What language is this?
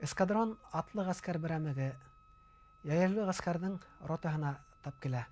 Bashkir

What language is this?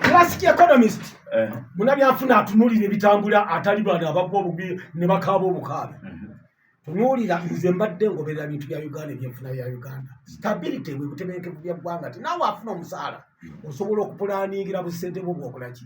Ganda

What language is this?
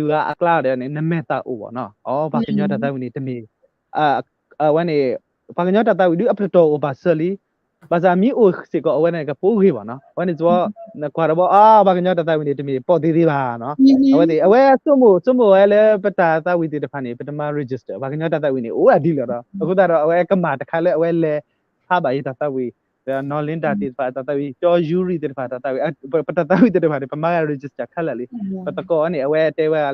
S'gaw Karen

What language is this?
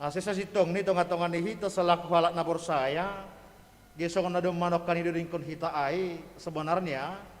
Batak Simalungun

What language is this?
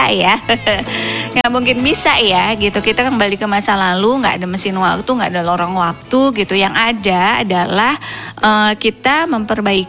Indonesian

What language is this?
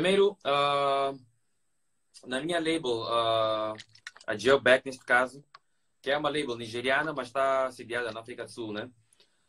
Portuguese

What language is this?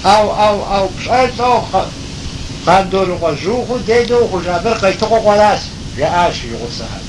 Kabardian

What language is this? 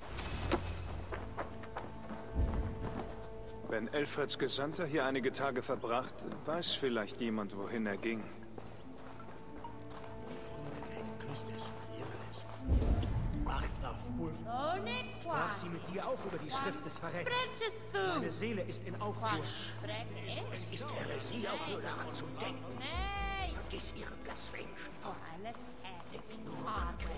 German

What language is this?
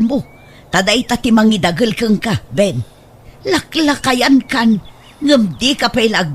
Iloko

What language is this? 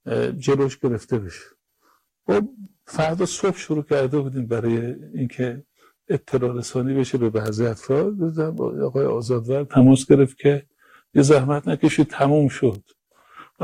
Persian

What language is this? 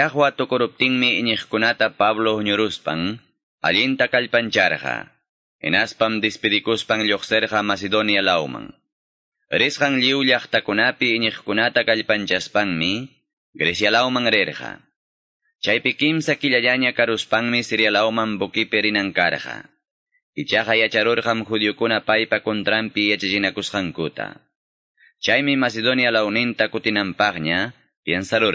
Quechua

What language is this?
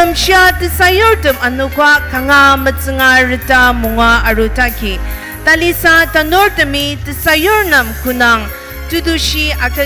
Ao Naga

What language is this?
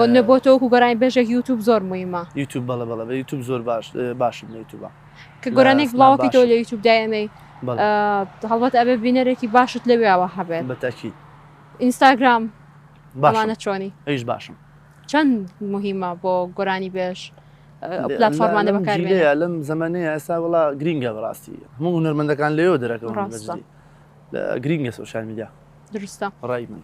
Central Kurdish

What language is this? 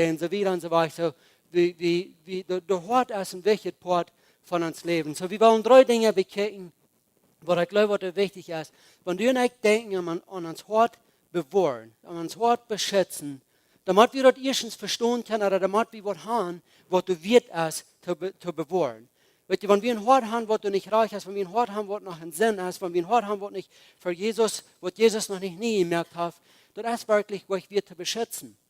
Plautdietsch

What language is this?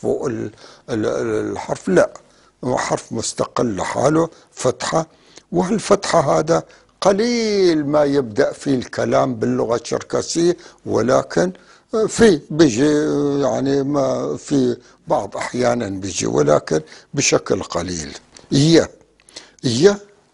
North Levantine Arabic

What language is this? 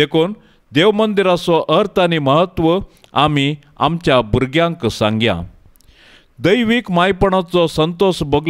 Konkani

